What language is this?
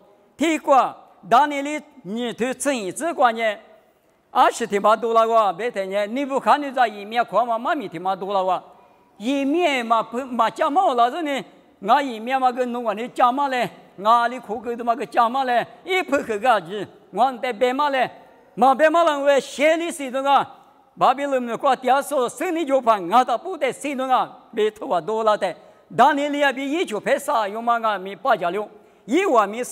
Lisu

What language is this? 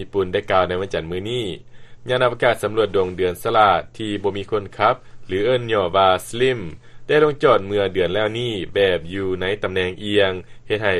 Lao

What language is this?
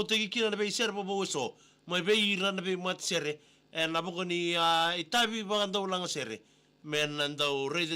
Fijian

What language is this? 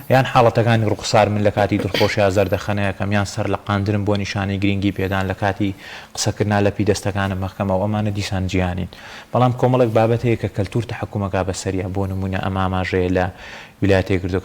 Central Kurdish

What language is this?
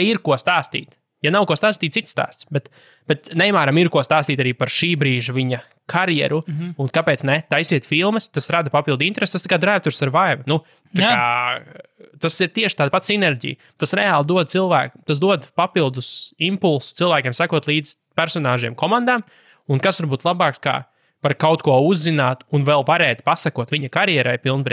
Latvian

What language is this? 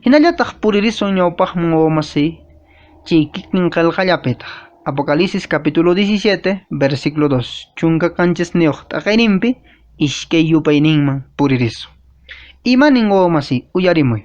Quechua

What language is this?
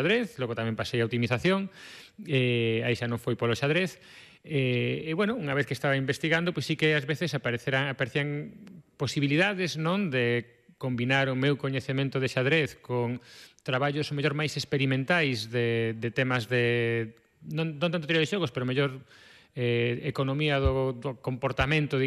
Galician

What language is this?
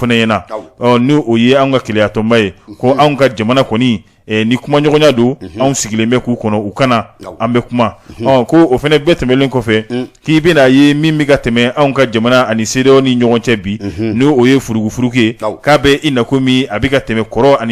Bambara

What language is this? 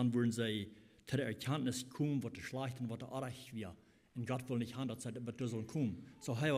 Plautdietsch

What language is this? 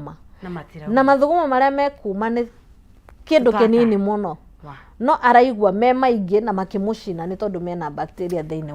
Kikuyu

